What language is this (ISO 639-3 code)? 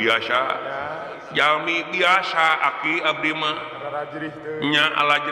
sun